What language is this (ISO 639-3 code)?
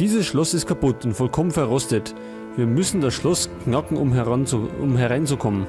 bar